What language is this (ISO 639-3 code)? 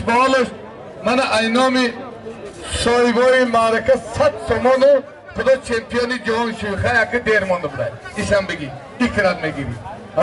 tgk